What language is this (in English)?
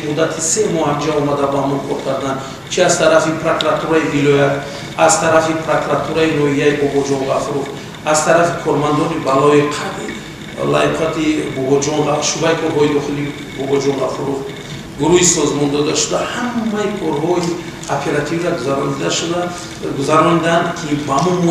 Tajik